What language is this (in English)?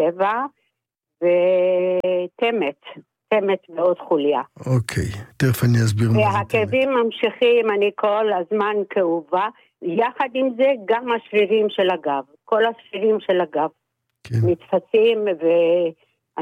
Hebrew